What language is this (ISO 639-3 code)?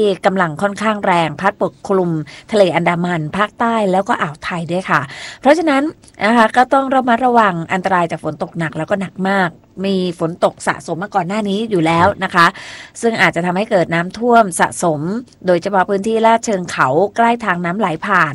tha